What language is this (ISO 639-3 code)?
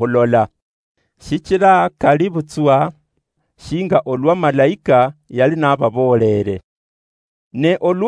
luy